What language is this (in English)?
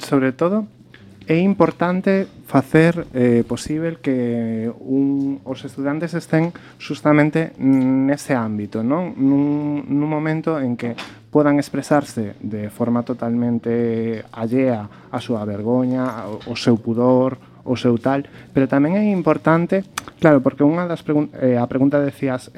Galician